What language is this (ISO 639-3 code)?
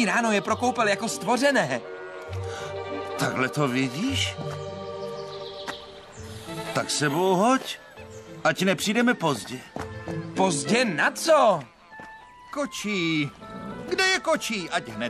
ces